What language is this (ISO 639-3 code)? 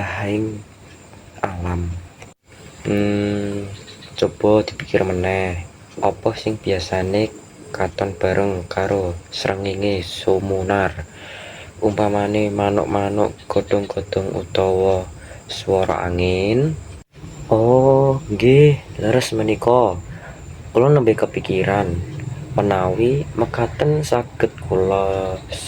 jav